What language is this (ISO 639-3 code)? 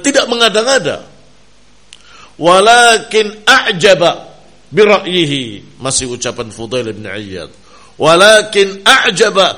ind